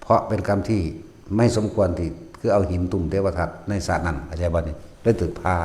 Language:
Northeastern Thai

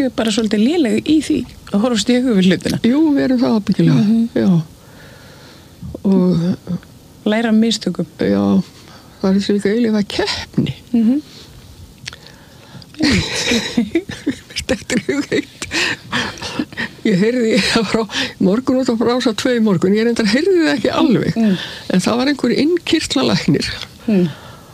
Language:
Icelandic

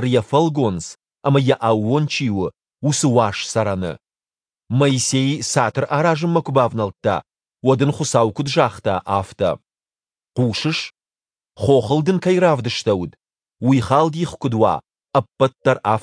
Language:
Ossetic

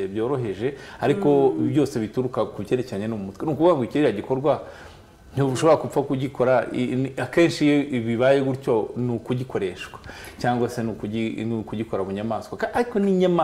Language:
Kinyarwanda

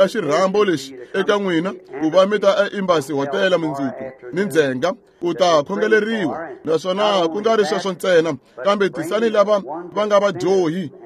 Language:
Tsonga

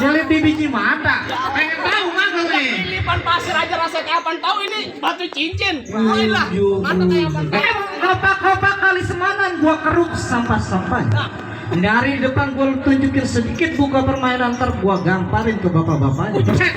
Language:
Betawi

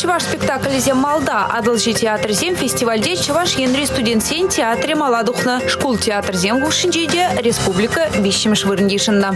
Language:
Chuvash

